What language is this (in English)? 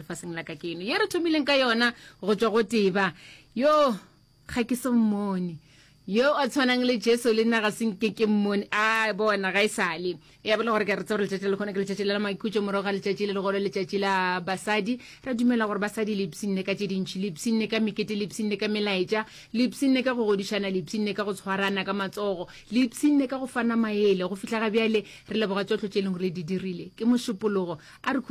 Northern Sotho